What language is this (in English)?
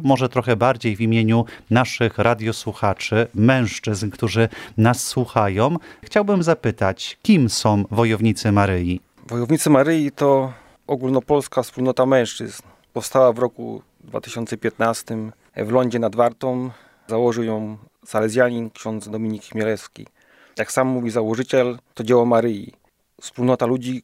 Polish